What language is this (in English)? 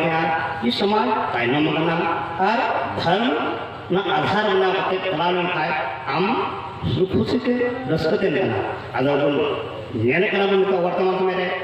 Santali